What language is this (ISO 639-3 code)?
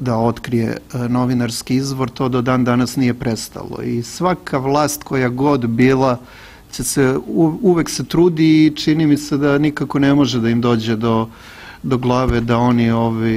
srp